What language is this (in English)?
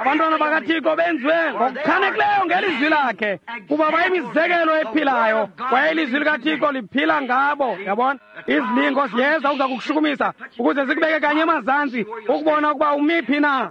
Xhosa